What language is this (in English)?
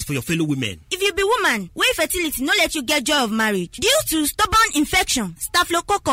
Nigerian Pidgin